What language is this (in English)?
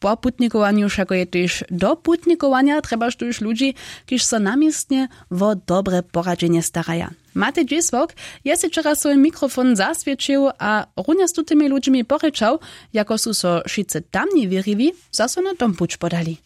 Upper Sorbian